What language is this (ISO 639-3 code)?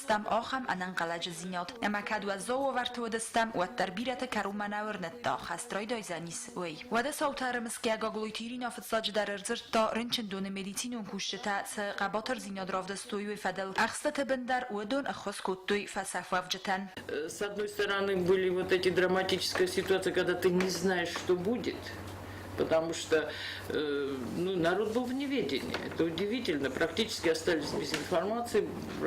oss